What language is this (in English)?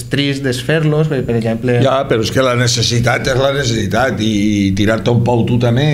Catalan